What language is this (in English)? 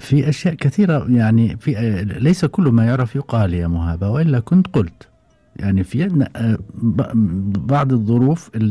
Gulf Arabic